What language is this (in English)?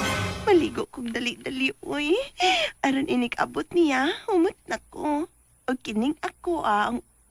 Cebuano